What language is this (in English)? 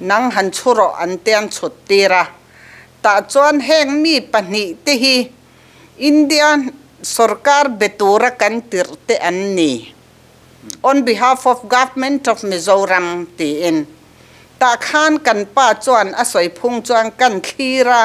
Mizo